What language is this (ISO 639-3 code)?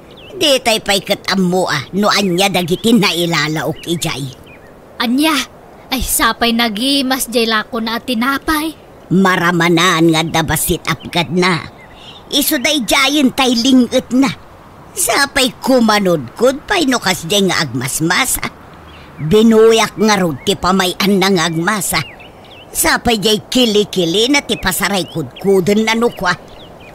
ilo